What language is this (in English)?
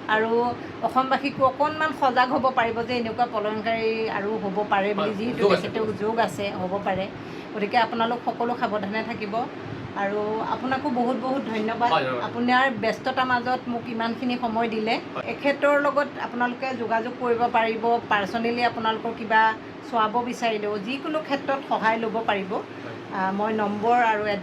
Assamese